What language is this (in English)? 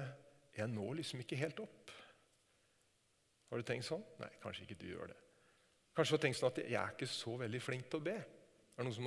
Norwegian